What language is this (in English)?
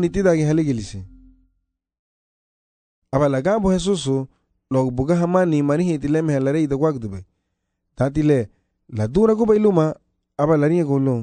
Garifuna